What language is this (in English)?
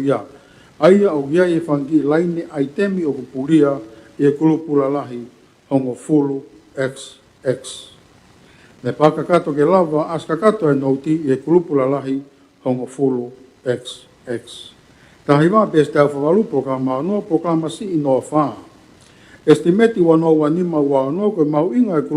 Tongan